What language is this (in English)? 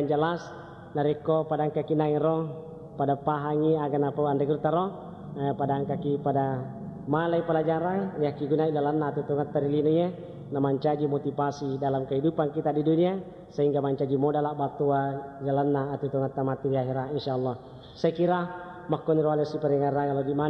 Buginese